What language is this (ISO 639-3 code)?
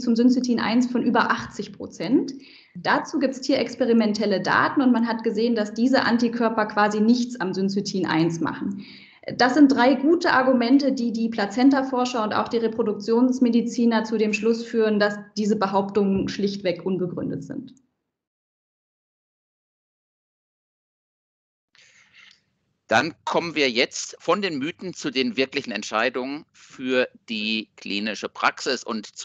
deu